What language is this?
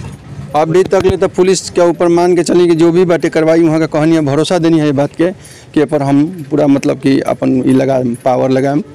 Bhojpuri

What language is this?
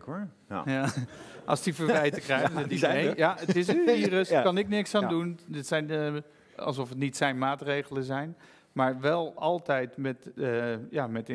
Dutch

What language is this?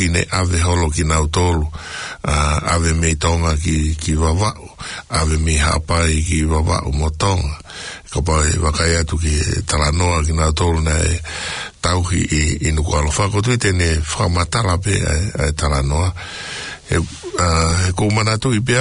Tongan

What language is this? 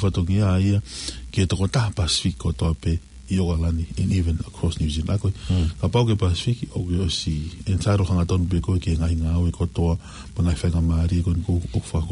Tongan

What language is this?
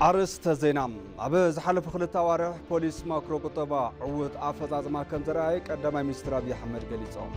Tigrinya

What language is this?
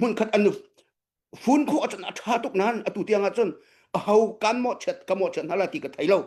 Hakha Chin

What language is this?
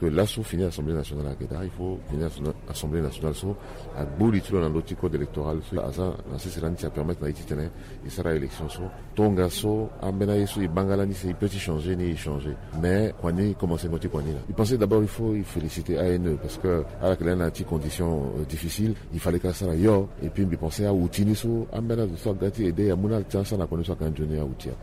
Sango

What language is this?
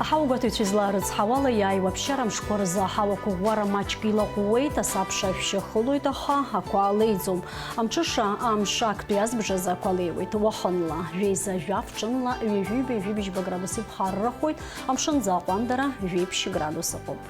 Abkhazian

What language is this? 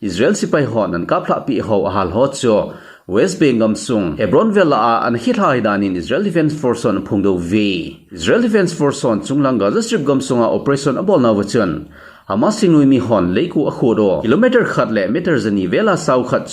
Thado Chin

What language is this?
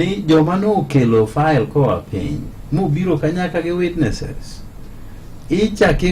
Luo (Kenya and Tanzania)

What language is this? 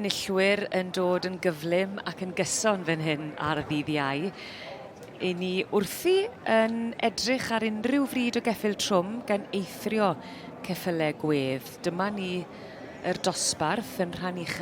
Welsh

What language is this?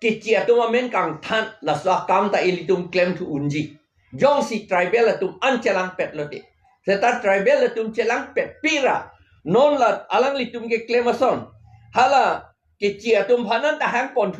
Karbi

